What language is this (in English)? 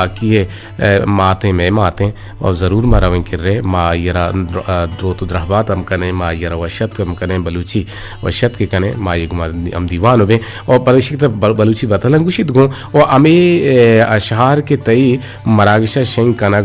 Eastern Balochi